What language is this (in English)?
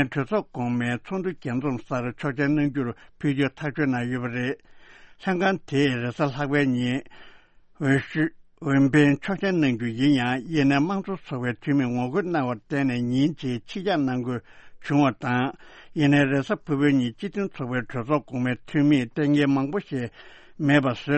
Tibetan